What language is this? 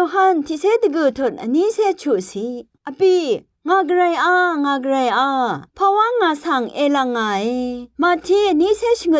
Rawang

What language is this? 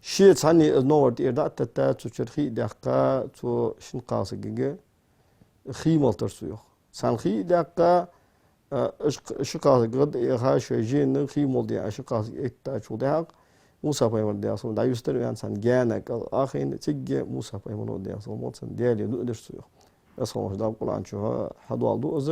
Ingush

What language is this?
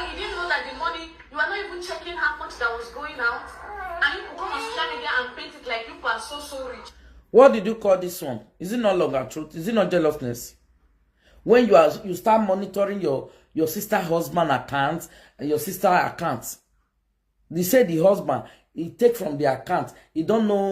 Nigerian Pidgin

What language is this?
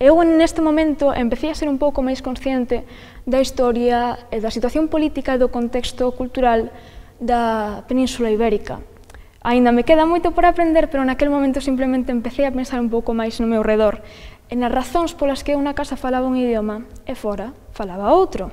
Galician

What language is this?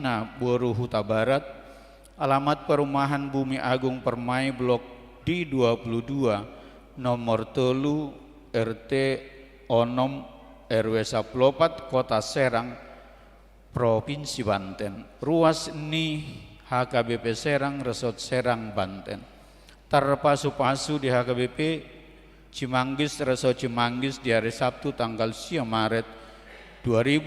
Batak Toba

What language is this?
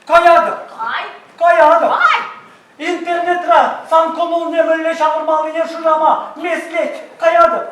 Chuvash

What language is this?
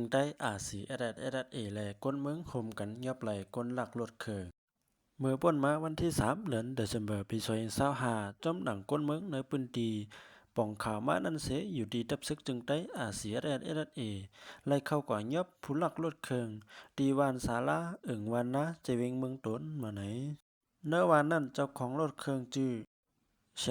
Shan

